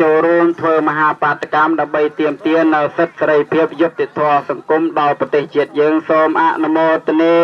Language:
Khmer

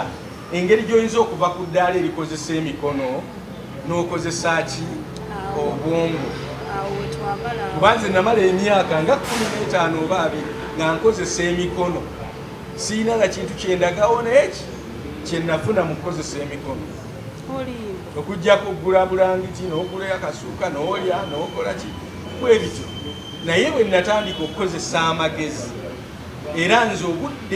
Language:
Ganda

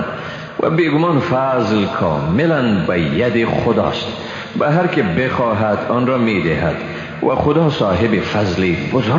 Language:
Persian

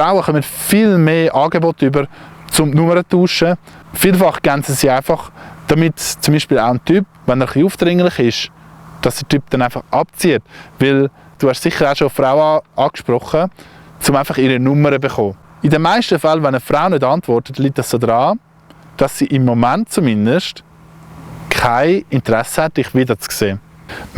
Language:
Swiss German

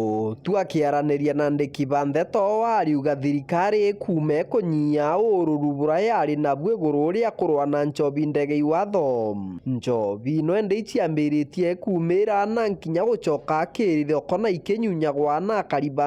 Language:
Meru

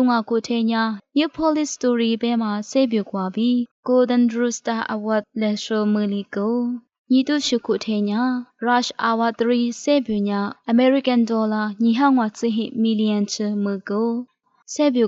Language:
Lisu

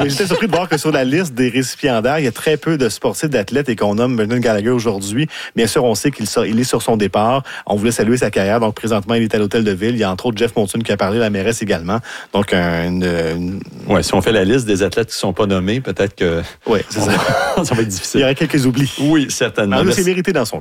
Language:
French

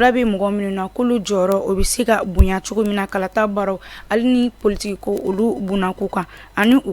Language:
Bambara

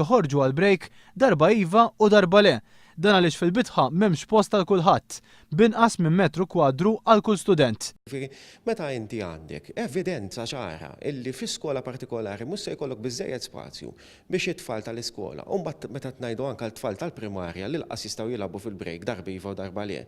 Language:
Maltese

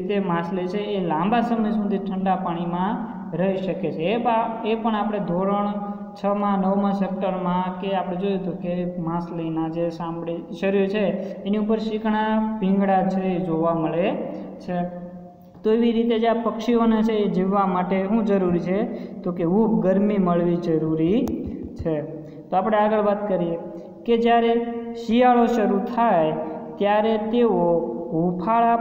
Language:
Gujarati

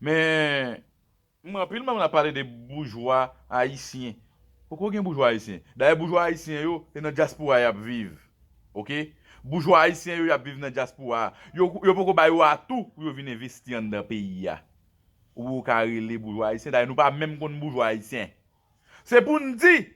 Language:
Haitian Creole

